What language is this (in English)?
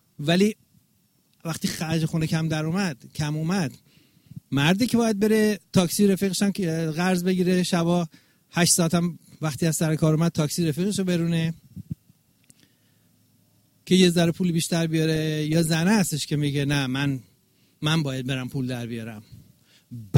Persian